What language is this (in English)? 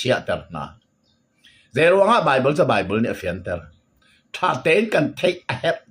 Hakha Chin